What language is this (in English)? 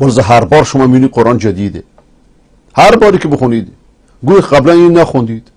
Persian